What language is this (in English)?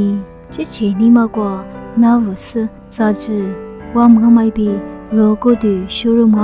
Lisu